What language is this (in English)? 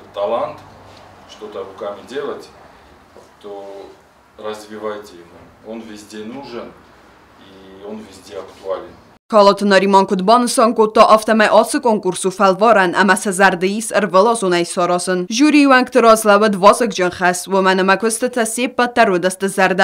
Ossetic